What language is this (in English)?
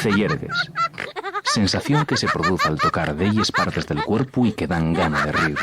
Asturian